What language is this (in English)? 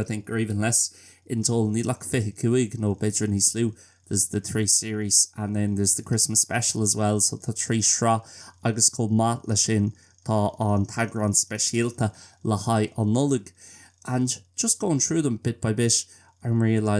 Irish